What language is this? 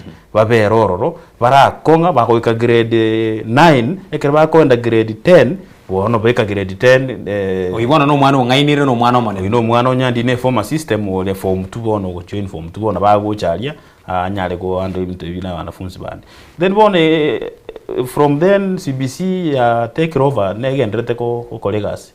Gusii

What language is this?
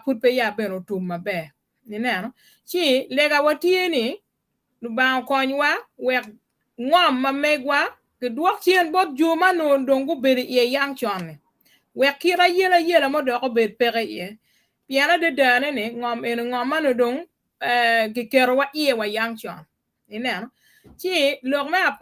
Acoli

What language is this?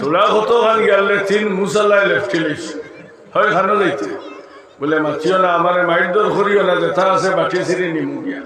Sylheti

